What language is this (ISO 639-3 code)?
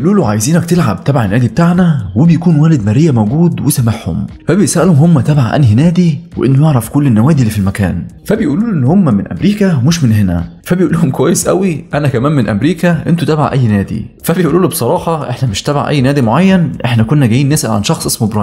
arz